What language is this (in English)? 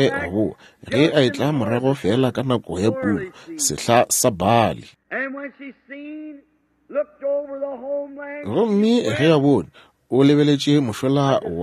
Northern Sotho